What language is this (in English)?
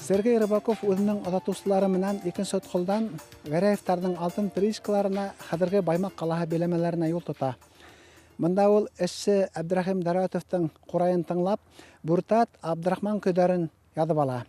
Bashkir